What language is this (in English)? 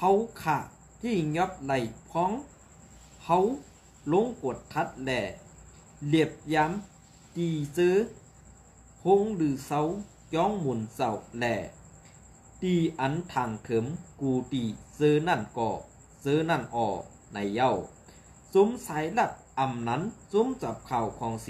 Shan